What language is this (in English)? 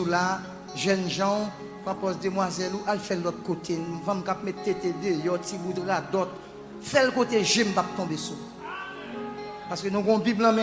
Haitian Creole